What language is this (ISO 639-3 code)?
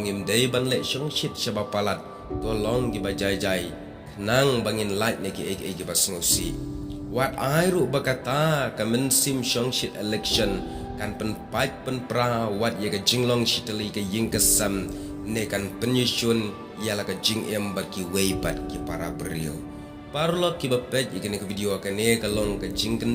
kha